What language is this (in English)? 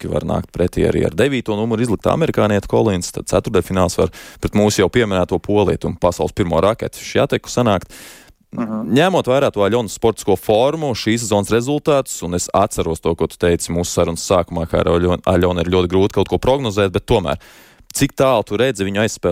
Latvian